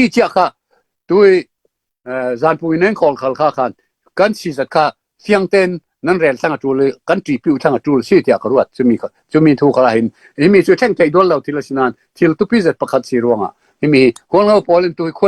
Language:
Falam Chin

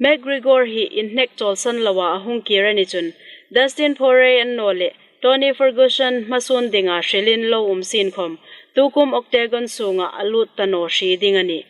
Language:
Hmar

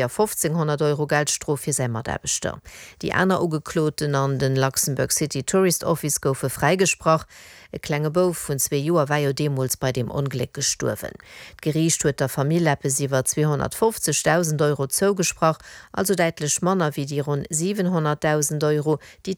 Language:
Luxembourgish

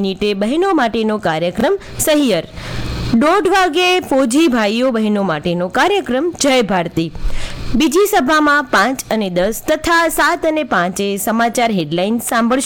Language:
Gujarati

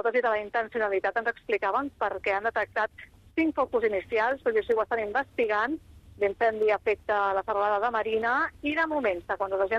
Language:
Catalan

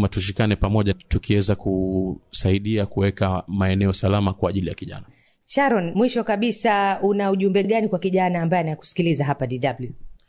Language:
Swahili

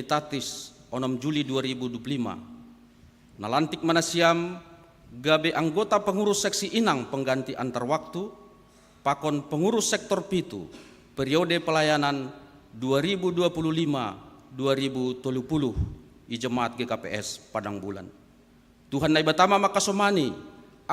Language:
Batak Simalungun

